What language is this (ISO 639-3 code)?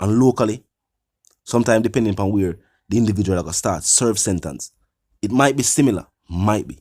jam